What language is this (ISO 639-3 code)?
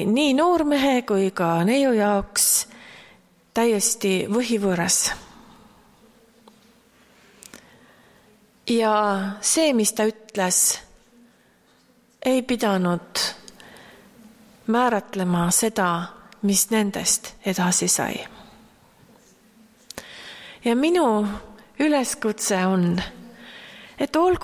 est